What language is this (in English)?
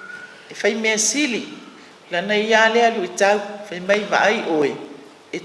Samoan